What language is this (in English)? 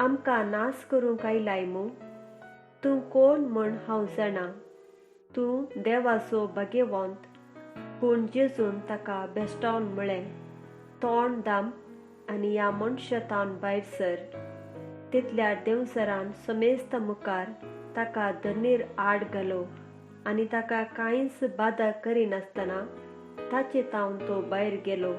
Konkani